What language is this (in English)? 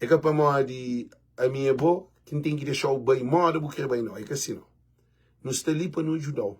Kabuverdianu